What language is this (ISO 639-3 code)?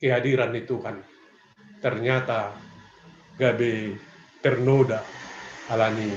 bts